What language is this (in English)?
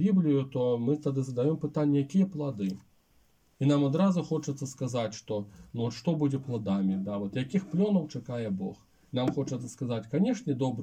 Belarusian